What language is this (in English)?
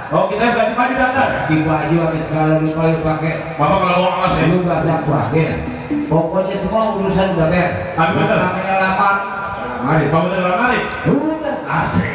Betawi